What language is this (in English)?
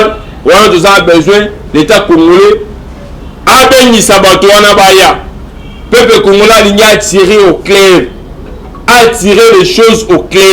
Lingala